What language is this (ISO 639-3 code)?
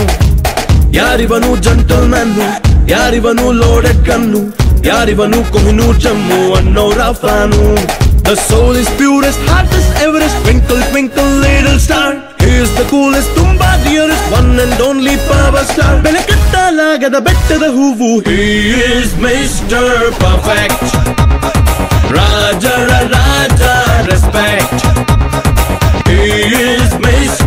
kan